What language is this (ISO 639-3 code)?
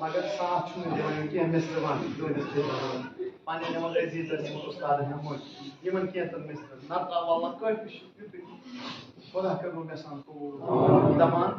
kas